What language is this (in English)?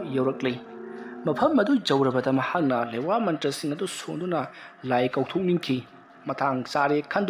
Manipuri